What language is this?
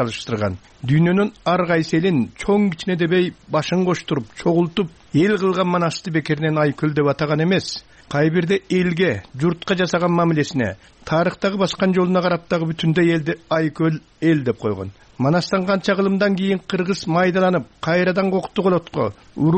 Kyrgyz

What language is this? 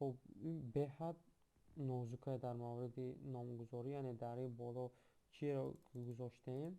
Tajik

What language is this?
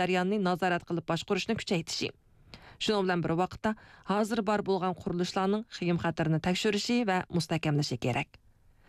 Uyghur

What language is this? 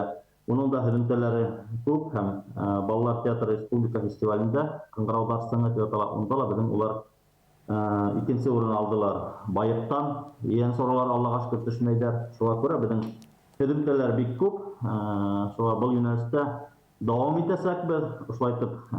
Bashkir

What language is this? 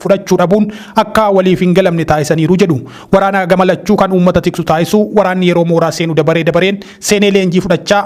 Oromo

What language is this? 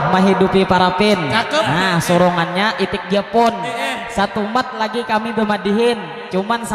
Banjar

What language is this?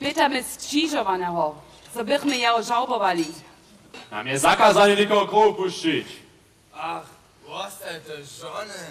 Upper Sorbian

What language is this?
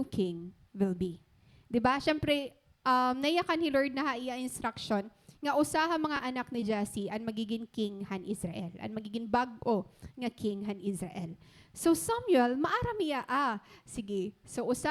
Waray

